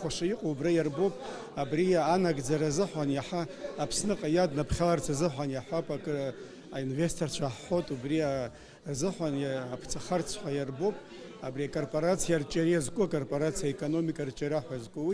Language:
Abkhazian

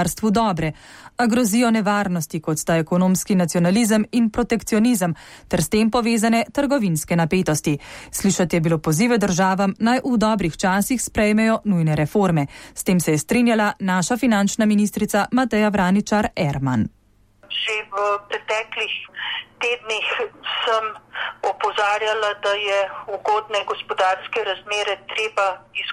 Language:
Slovenian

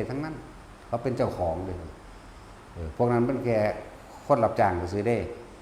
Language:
Northeastern Thai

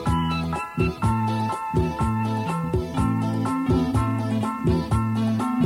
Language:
Indonesian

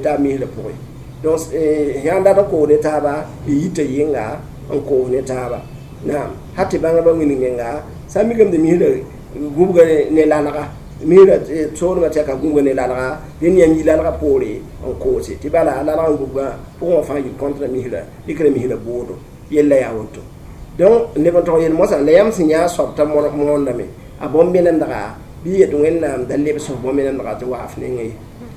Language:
Mossi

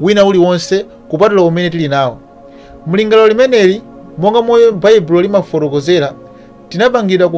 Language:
Nyanja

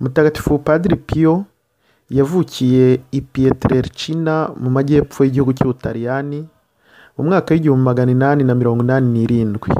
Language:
Kinyarwanda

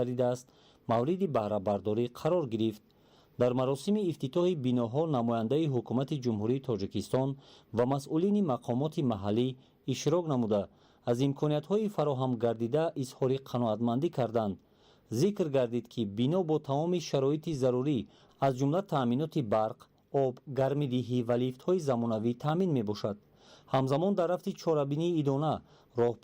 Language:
Tajik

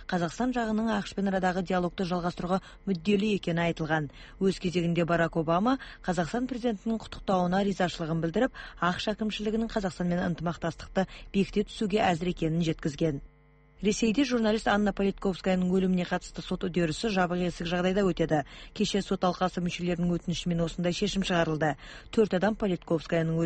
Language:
Kazakh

